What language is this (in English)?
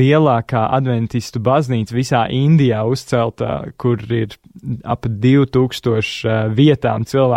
Latvian